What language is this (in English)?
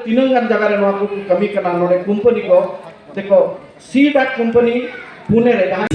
Santali